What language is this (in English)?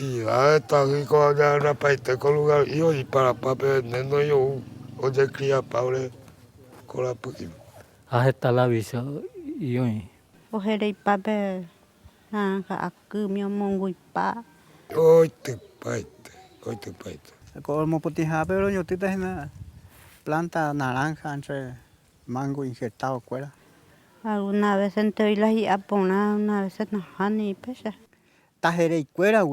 Guarani